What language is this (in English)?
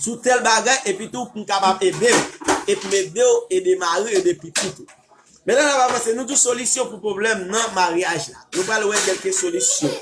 Haitian Creole